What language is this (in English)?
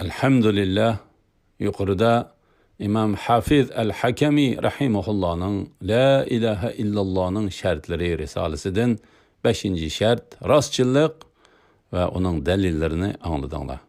Uyghur